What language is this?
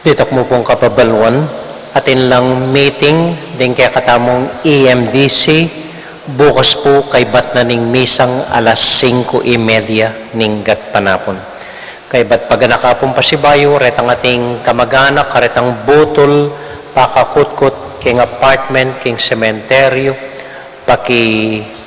Pampanga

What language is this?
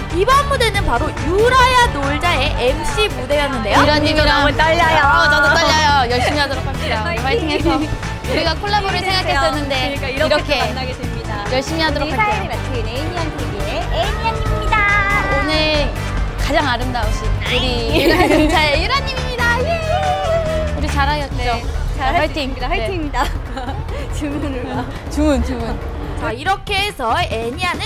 Korean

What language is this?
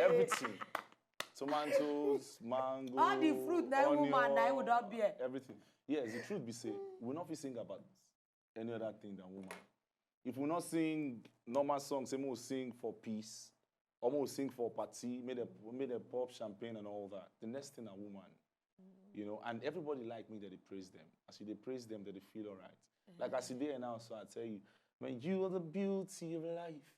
Nigerian Pidgin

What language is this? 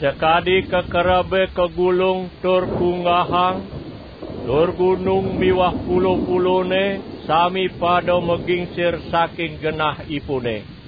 Balinese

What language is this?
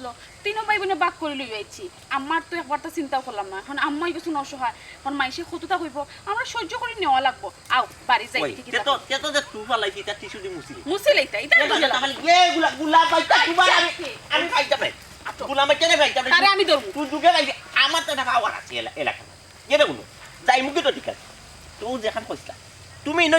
Sylheti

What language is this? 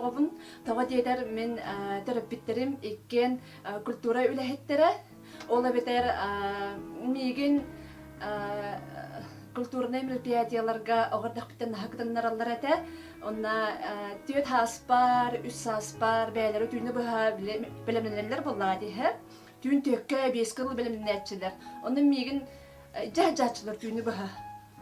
Yakut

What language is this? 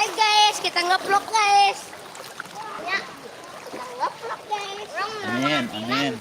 Banjar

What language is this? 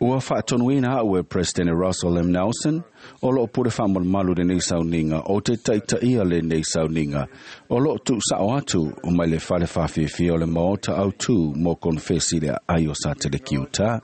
Samoan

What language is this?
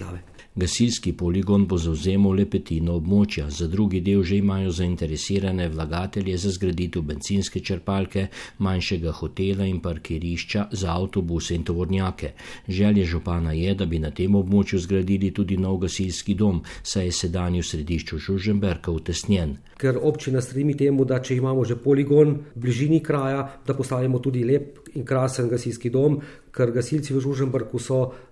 Slovenian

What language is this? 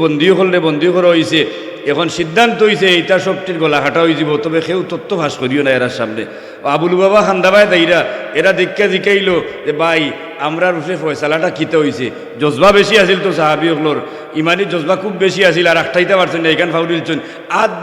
Sylheti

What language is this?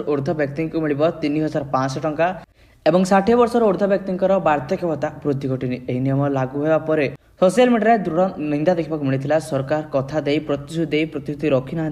Odia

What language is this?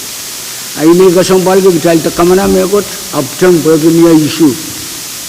Pohnpeian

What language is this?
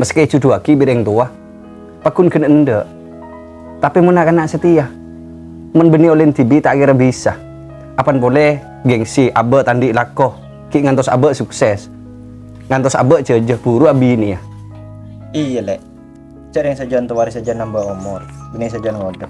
Madurese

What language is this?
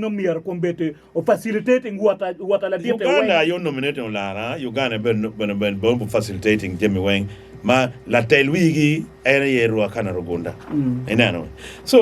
Acoli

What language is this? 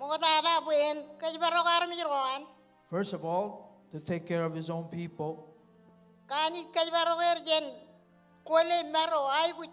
Marshallese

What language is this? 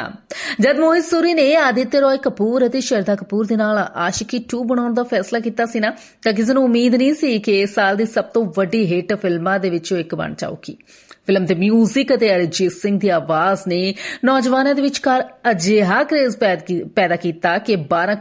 Punjabi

